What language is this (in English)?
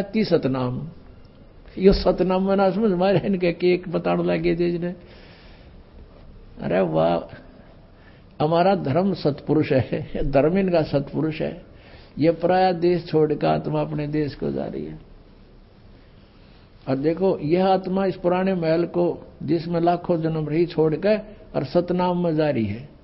Hindi